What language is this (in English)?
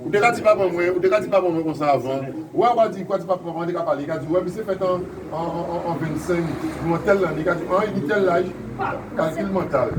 Guadeloupean Creole French